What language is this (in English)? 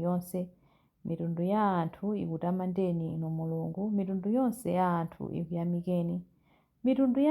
Nyanja